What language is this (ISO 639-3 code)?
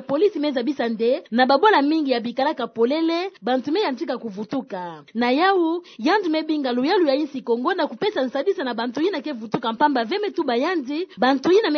ktu